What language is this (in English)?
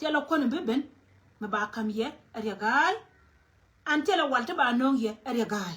Nuer